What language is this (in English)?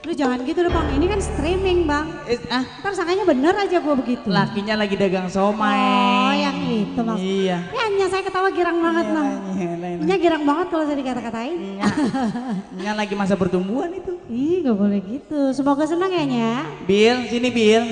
Betawi